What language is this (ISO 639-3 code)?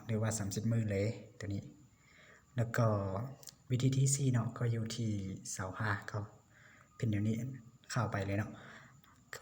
lao